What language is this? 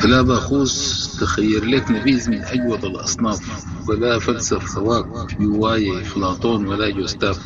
Sudanese Arabic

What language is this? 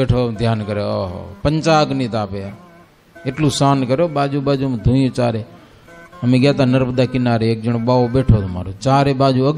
Gujarati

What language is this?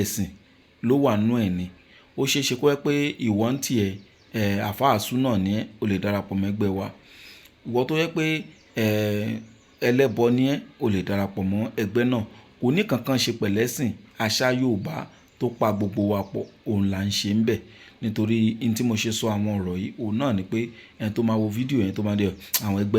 Yoruba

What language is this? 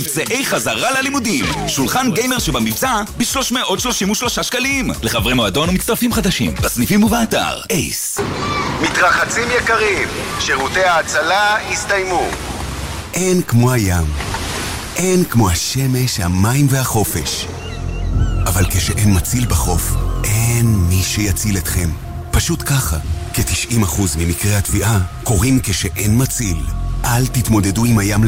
Hebrew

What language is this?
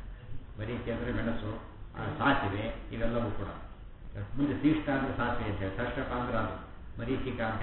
Kannada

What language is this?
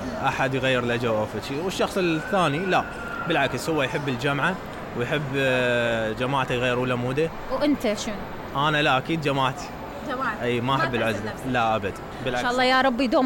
Mesopotamian Arabic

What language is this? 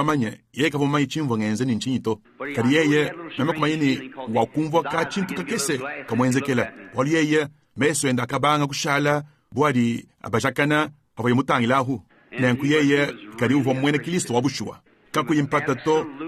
Luba-Lulua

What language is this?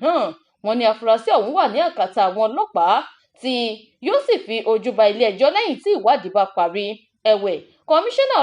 Yoruba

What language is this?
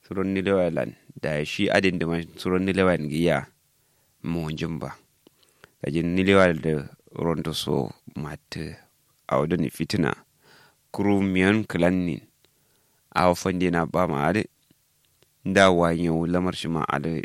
Kanuri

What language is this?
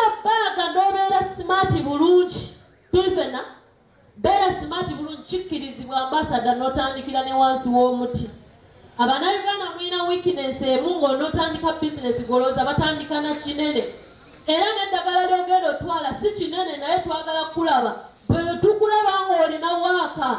Ganda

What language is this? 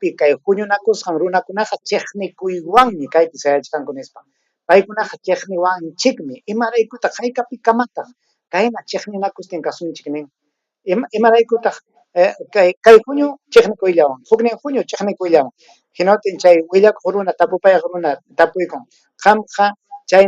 Ayacucho Quechua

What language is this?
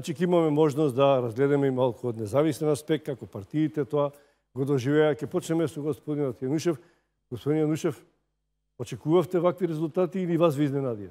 Macedonian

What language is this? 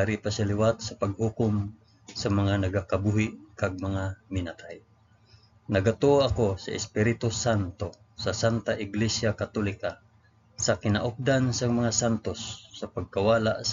Hiligaynon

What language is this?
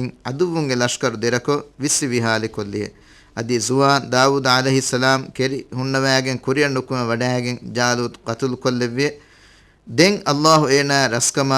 Divehi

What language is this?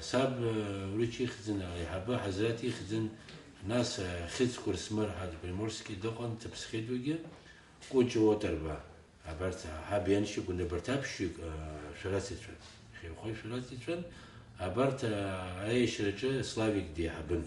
Abkhazian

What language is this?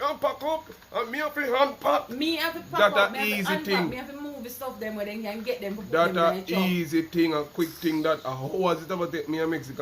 Jamaican Creole English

